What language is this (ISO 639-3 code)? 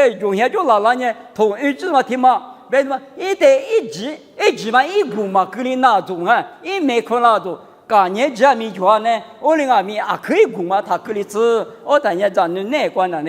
lis